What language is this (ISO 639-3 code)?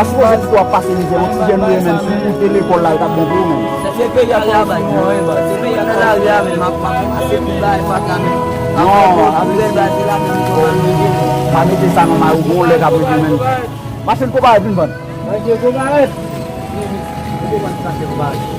hat